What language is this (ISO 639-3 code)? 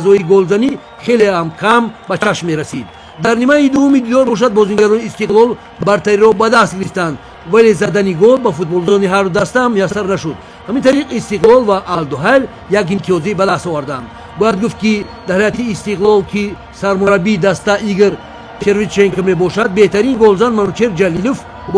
tgk